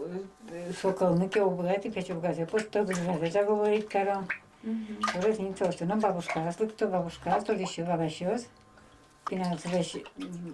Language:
Udmurt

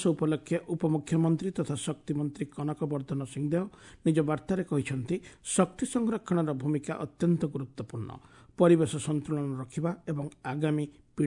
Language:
Odia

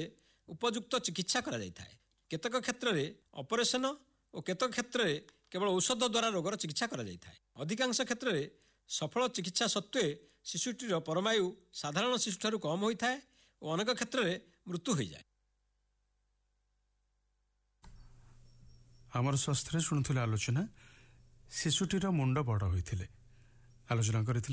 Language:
Odia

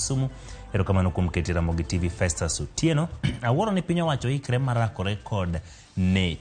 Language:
Luo (Kenya and Tanzania)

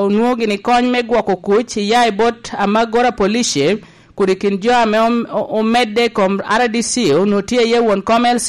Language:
Lango (Uganda)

